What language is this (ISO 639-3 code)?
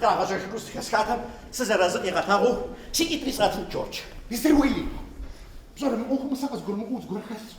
kbd